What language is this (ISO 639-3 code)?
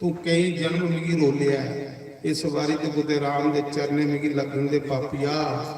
doi